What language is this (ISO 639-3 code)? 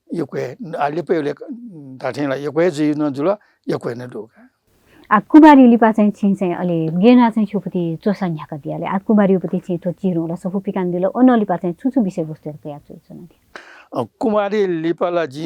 new